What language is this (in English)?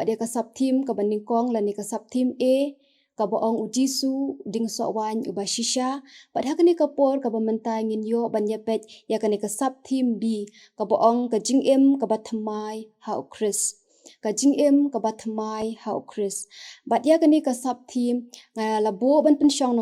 Khasi